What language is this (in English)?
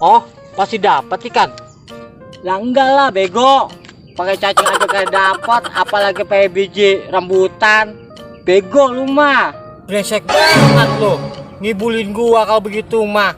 Betawi